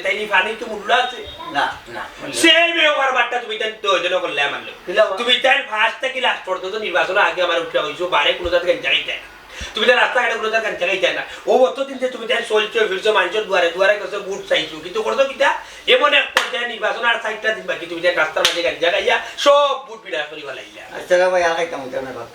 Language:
Sylheti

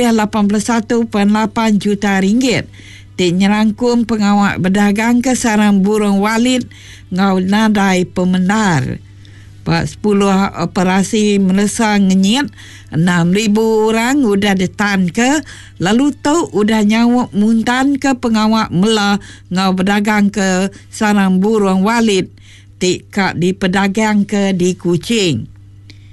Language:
Iban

